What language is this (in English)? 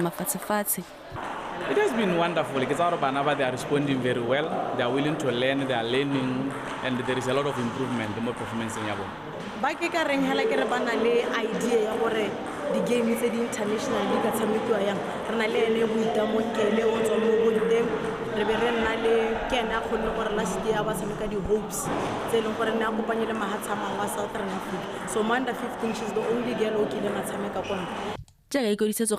Tswana